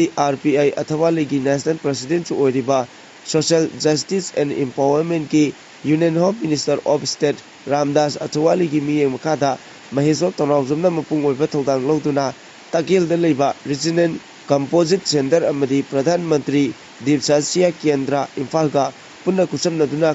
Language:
Manipuri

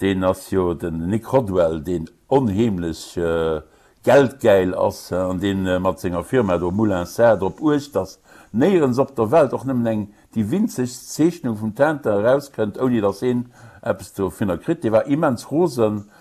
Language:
Luxembourgish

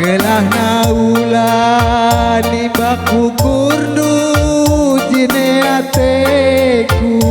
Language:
Batak Karo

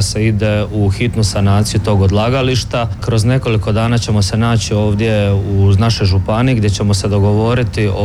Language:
Croatian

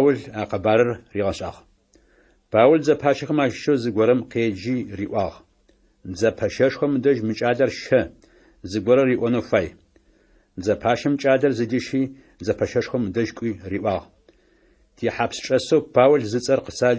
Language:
Adyghe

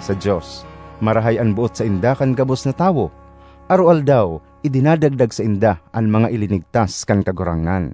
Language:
Bikol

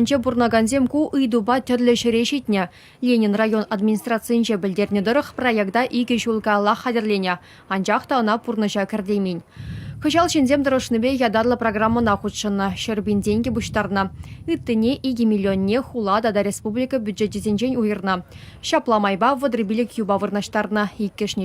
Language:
Chuvash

